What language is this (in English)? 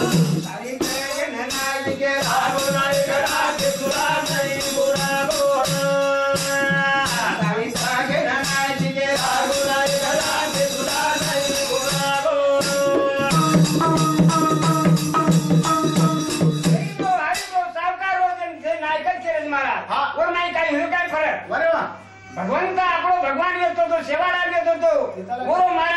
Lambadi